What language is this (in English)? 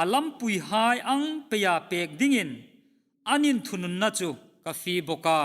Hmar